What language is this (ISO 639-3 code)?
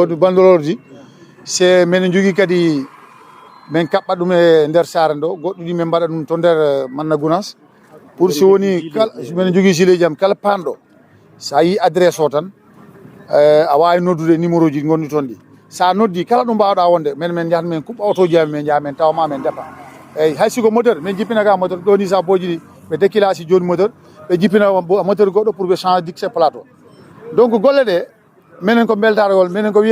ful